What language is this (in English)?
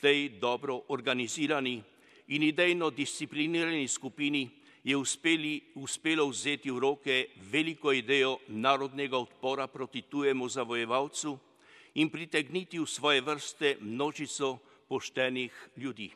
Slovenian